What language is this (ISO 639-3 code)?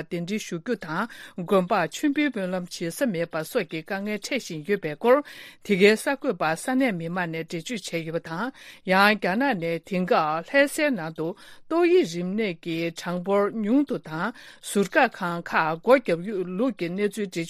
bod